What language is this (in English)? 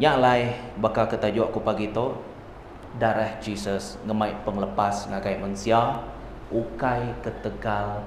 Iban